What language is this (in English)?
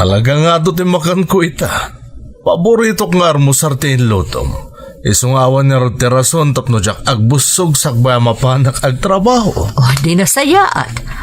Iloko